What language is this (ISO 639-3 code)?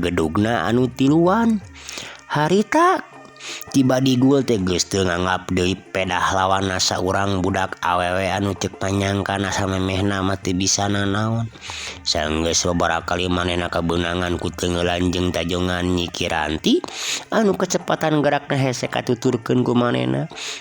sun